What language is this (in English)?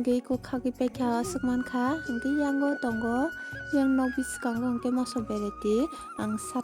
Kok Borok